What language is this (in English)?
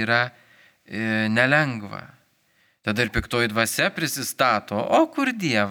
Lithuanian